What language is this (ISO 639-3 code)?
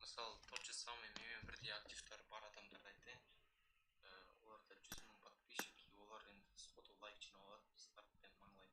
kaa